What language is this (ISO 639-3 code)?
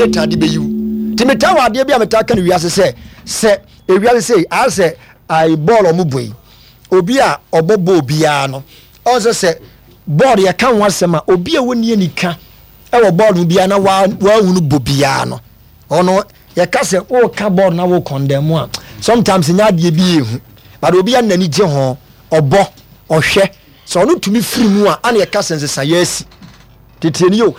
aka